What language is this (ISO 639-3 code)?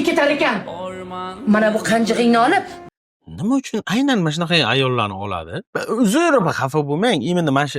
uzb